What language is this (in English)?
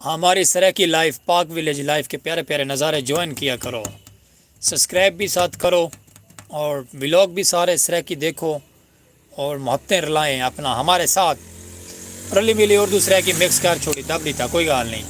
Saraiki